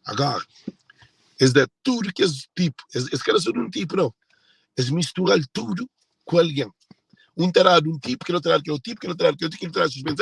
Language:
Kabuverdianu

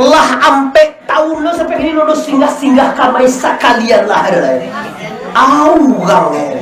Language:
Minangkabau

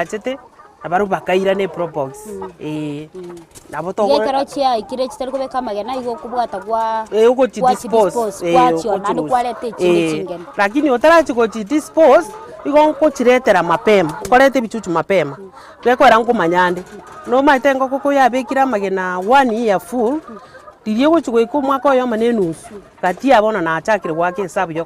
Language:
Gusii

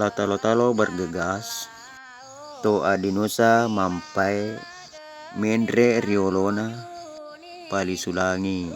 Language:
Buginese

